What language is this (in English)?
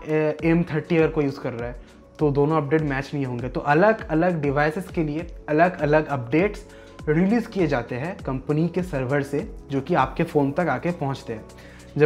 Hindi